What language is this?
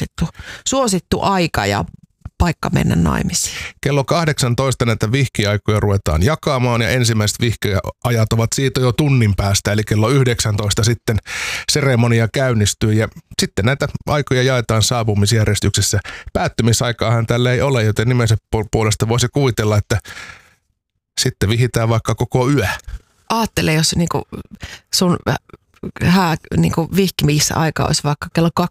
Finnish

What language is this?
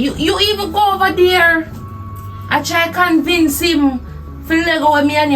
Jamaican Creole English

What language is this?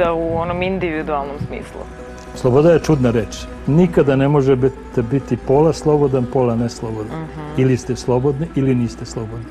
Serbian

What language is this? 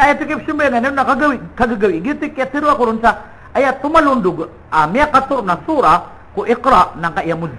Maranao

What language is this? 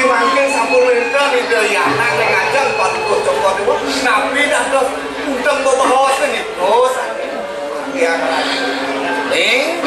Balinese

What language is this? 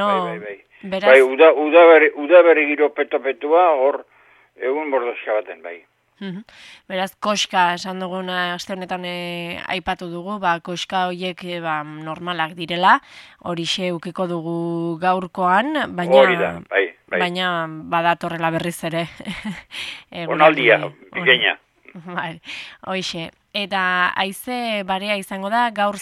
Basque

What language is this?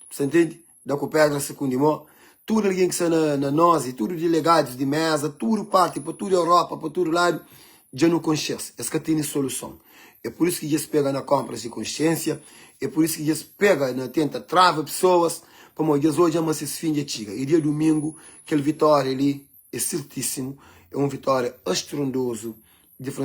Kabuverdianu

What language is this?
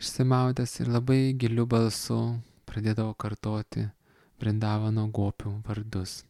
Lithuanian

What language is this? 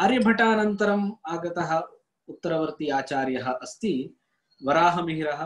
Sanskrit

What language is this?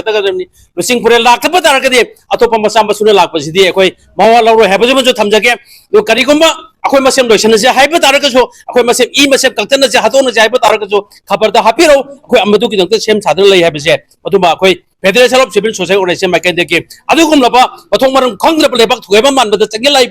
Manipuri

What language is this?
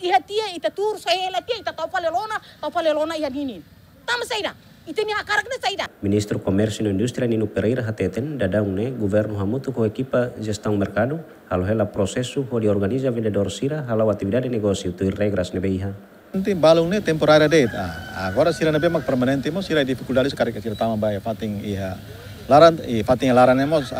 Tetum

